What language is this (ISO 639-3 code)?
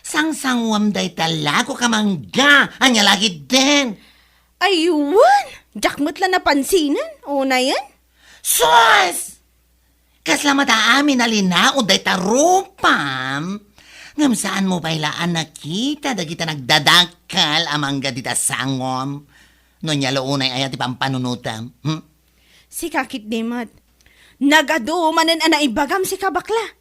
ilo